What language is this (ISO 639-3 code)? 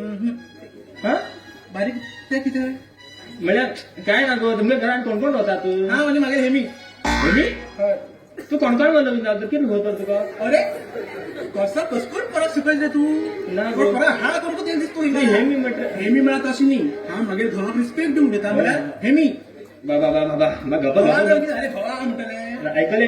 kok